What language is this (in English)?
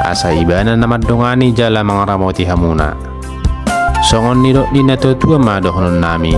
Batak Toba